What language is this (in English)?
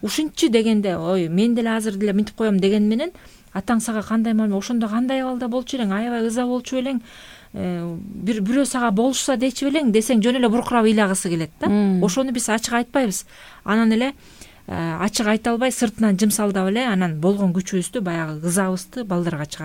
Kyrgyz